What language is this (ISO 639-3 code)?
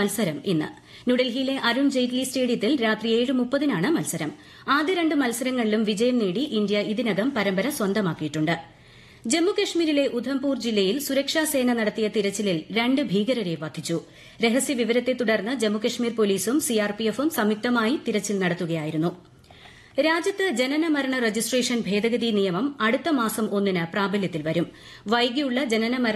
mal